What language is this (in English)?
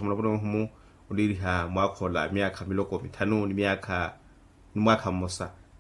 Makhuwa